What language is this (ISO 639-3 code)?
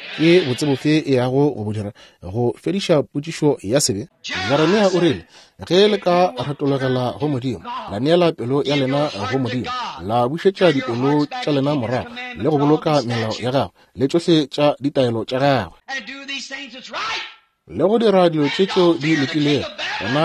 nso